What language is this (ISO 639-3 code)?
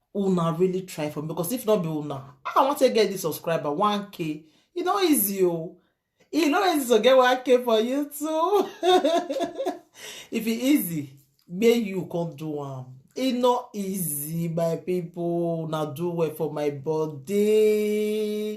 pcm